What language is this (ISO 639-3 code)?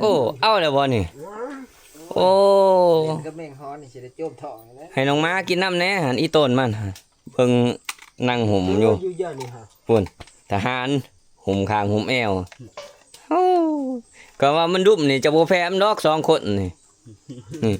lao